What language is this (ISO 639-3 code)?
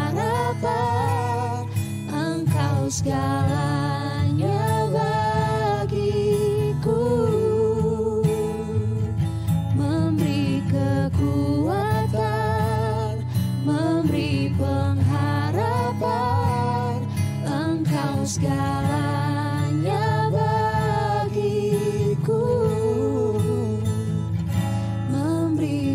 ind